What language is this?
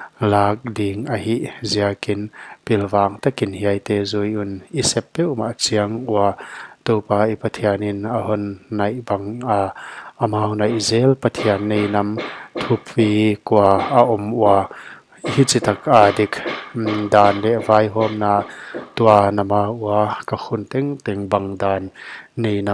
Paite Chin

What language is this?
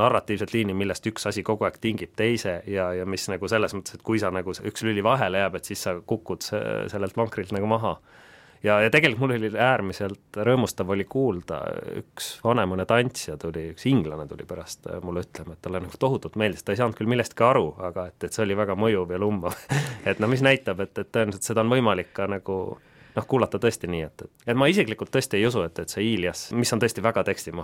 Estonian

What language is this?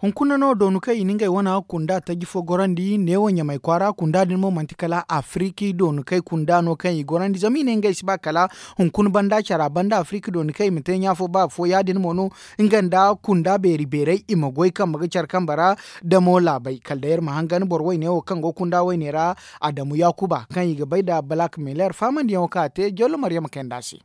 Zarma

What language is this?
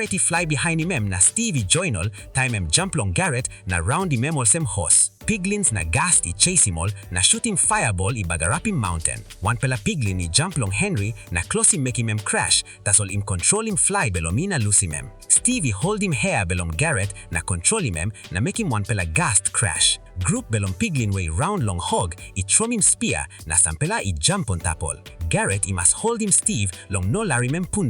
Tok Pisin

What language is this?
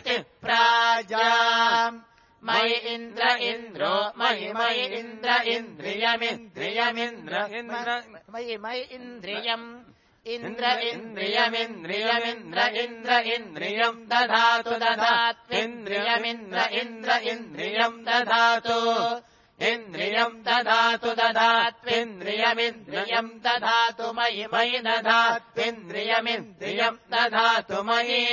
Sanskrit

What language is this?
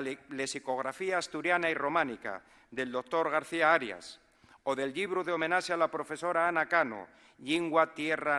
Asturian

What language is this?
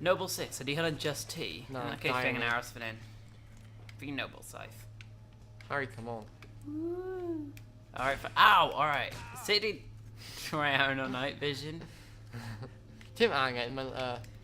Welsh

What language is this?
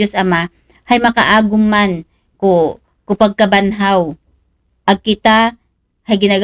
Aklanon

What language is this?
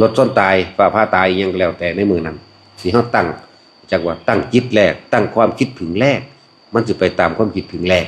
Lao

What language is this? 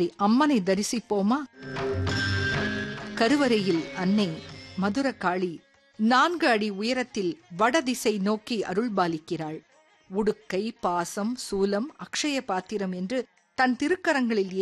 Tamil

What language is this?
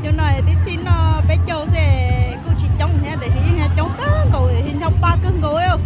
Hmong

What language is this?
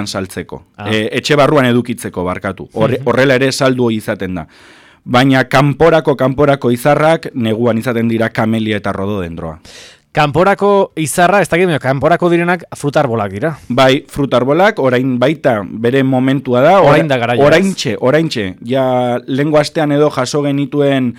Basque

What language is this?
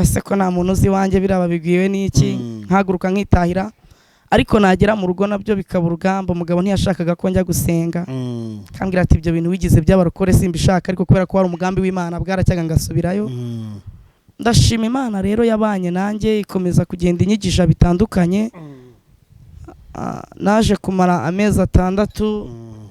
Kinyarwanda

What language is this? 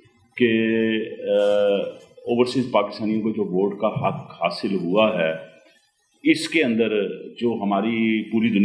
Urdu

